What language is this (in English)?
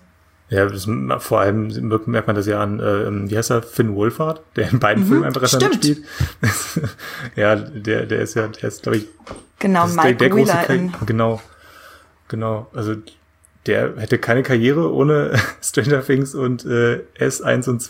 German